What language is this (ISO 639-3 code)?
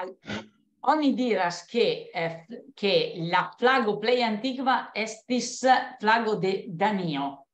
epo